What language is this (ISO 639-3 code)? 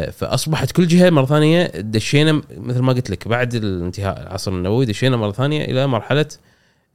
afb